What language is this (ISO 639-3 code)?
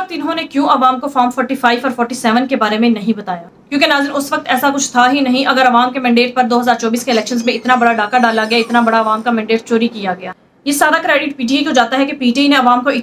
urd